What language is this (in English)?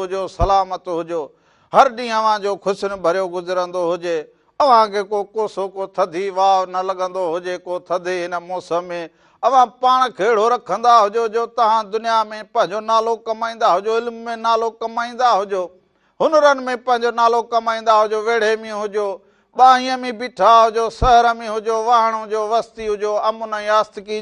Sindhi